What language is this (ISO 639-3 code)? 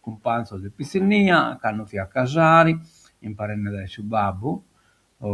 srd